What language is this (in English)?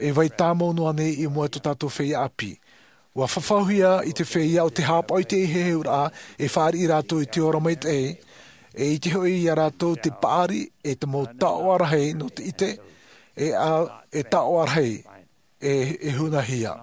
Tahitian